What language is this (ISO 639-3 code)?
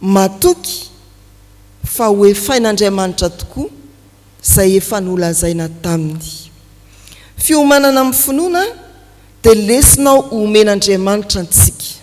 mlg